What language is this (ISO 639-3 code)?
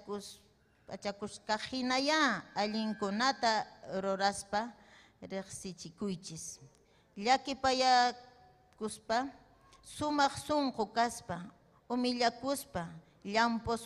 quy